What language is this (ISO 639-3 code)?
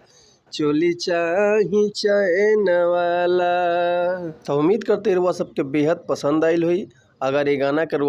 bho